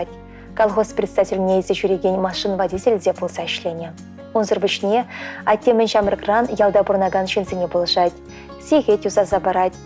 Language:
Chuvash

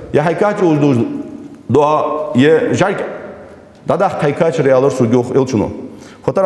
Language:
Ingush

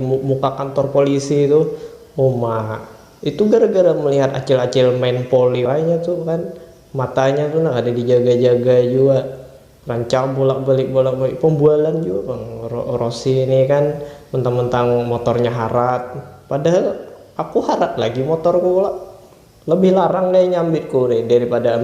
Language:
Banjar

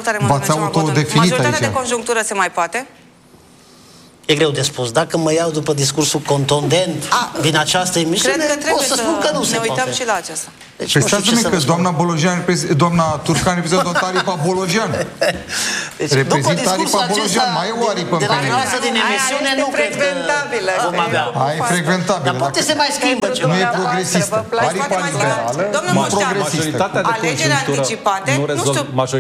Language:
Romanian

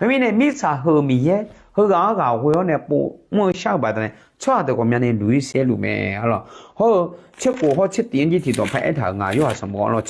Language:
Akha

